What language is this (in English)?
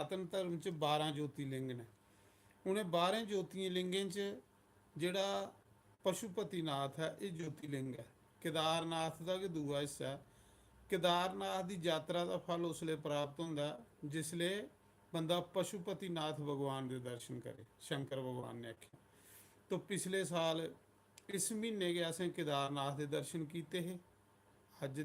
Dogri